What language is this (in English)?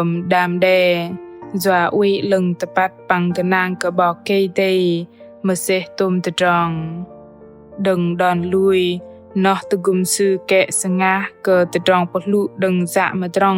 Bahnar